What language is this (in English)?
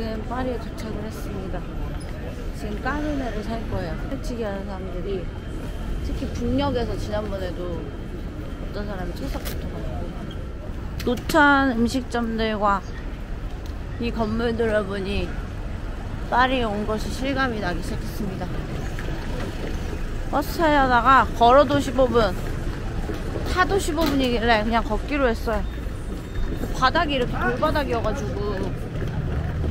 Korean